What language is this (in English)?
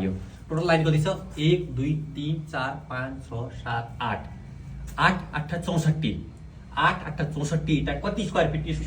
Nepali